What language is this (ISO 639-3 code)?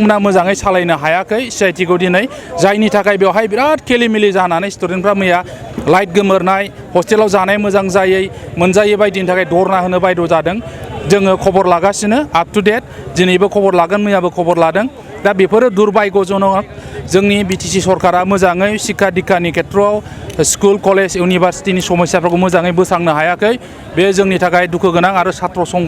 brx